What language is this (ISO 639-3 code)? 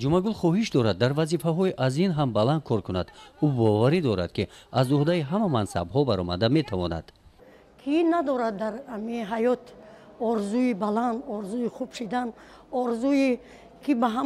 tgk